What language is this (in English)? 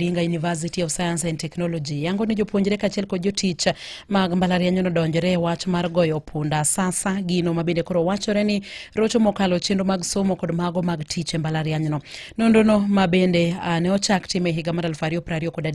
Luo (Kenya and Tanzania)